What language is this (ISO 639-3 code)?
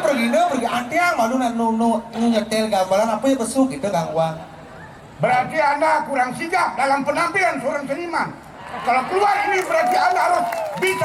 ban